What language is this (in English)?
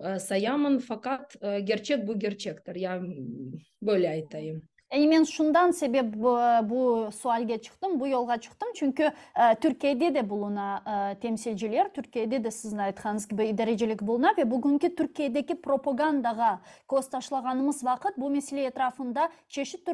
Crimean Tatar